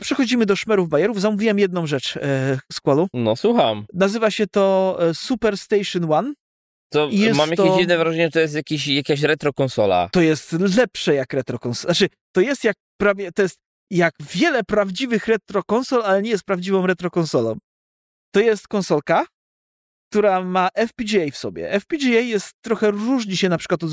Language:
Polish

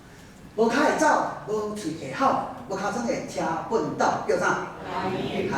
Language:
Min Nan Chinese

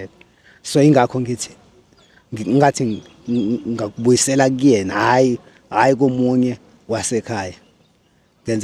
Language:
Zulu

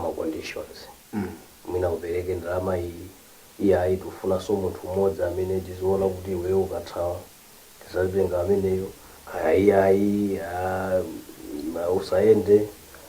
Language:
Nyanja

